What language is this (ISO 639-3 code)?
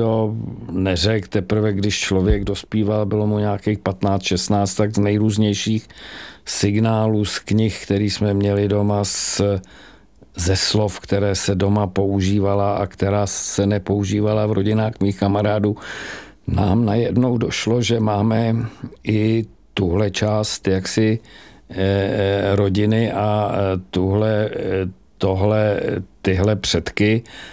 ces